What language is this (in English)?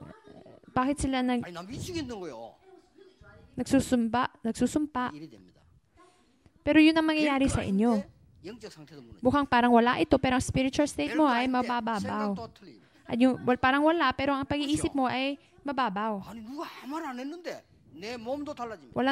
Filipino